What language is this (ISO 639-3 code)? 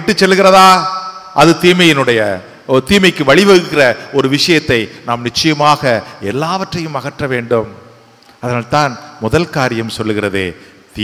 tam